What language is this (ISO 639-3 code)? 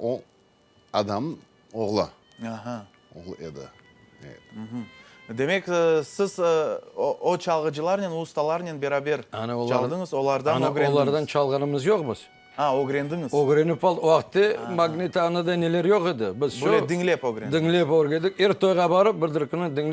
crh